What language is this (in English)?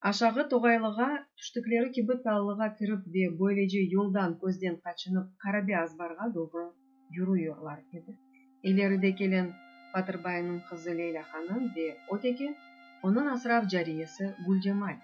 Crimean Tatar